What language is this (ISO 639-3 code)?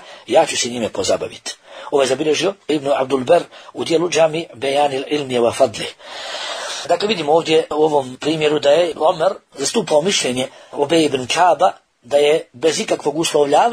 bos